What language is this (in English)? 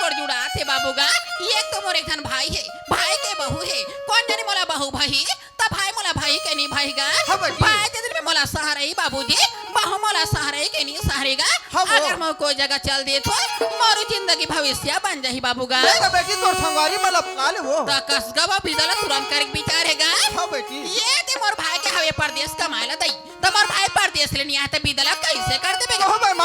Chhattisgarhi